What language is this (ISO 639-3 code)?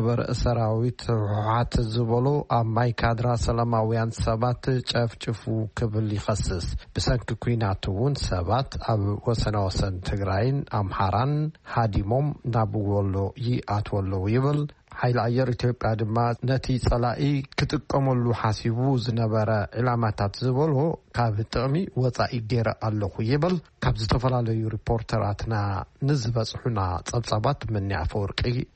tir